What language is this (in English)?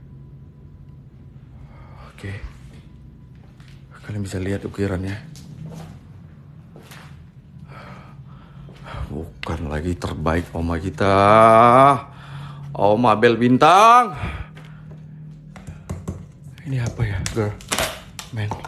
Indonesian